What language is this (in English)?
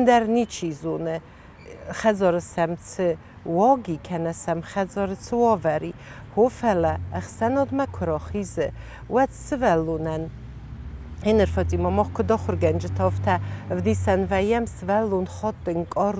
Ossetic